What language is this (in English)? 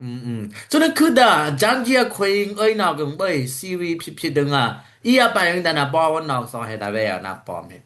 Dimasa